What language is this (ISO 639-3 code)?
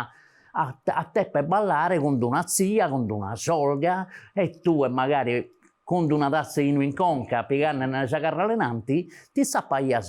srd